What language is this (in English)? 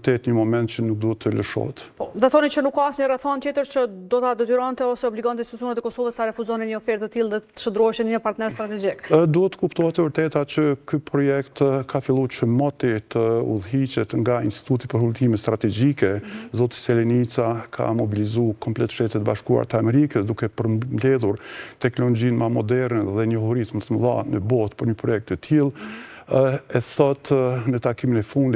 Albanian